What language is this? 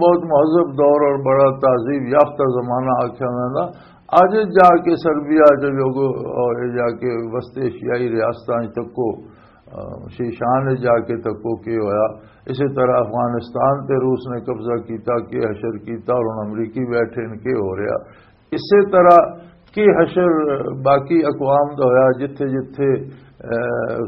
Western Panjabi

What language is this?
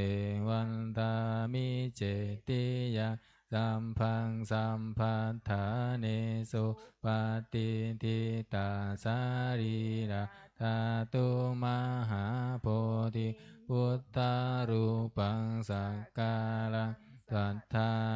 Pali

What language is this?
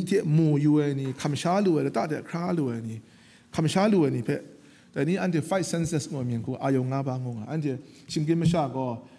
Kachin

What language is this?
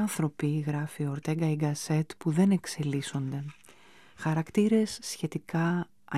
Greek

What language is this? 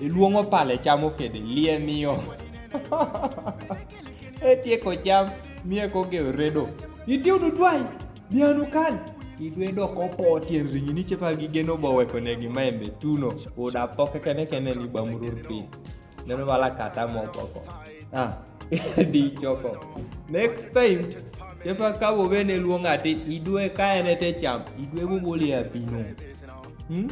Kumam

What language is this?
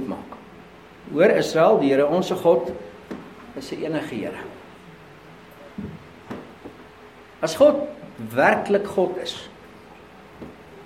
Afrikaans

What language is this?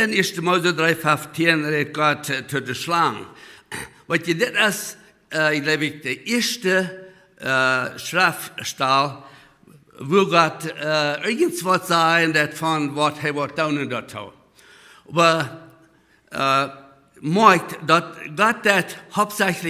Plautdietsch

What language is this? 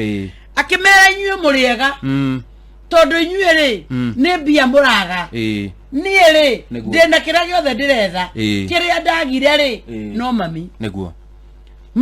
Kikuyu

